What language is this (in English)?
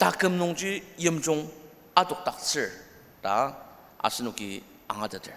Ao Naga